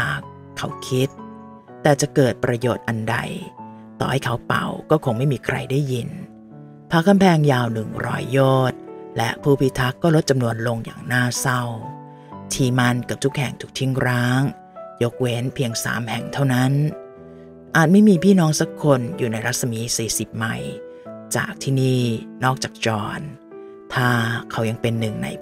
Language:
Thai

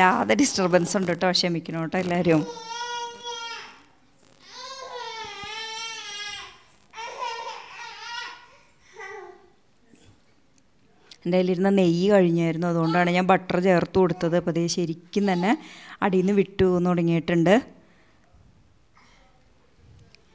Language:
Malayalam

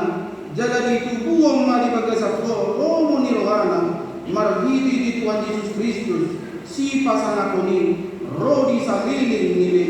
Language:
Batak Toba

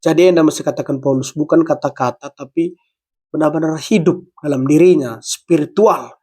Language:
Batak Karo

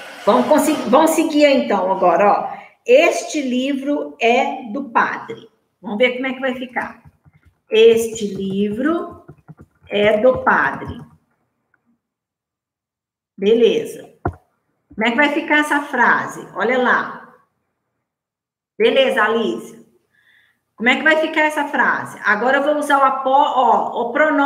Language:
Portuguese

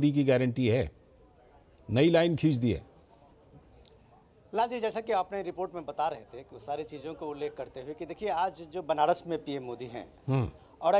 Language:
Hindi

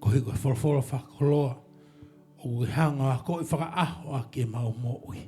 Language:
Tongan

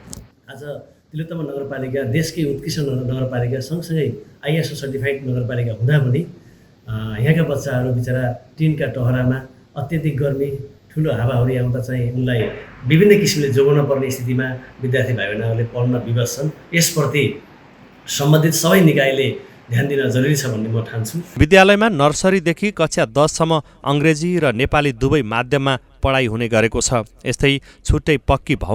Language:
Nepali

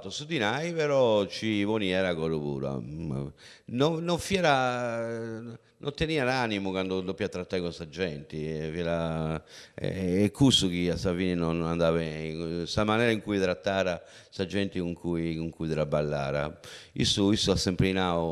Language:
Sardinian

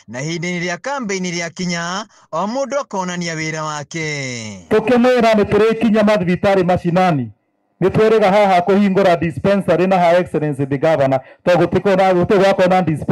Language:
Kikuyu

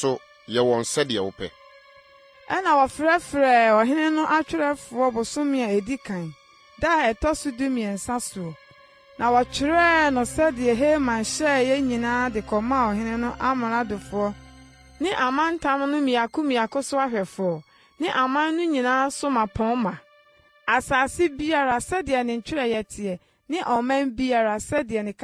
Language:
Akan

